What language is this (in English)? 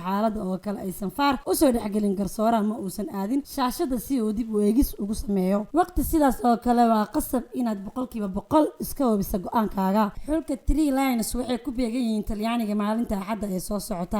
Somali